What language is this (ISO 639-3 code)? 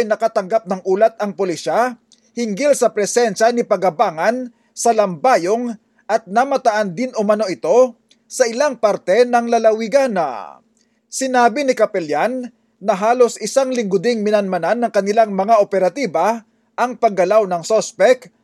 fil